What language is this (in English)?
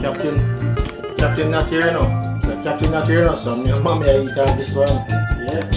Jamaican Creole English